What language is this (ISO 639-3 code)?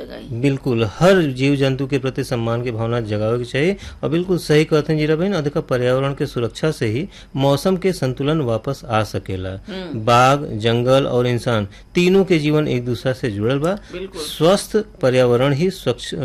bho